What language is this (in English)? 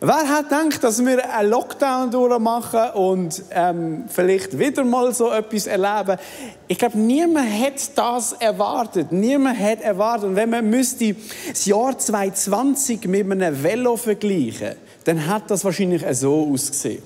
Swiss German